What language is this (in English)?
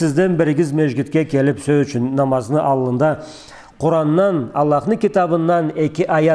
Karachay-Balkar